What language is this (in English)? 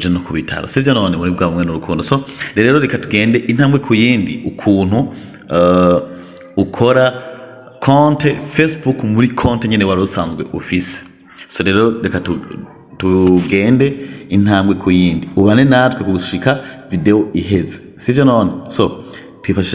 Rundi